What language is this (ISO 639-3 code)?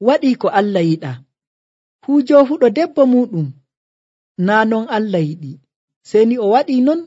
fuv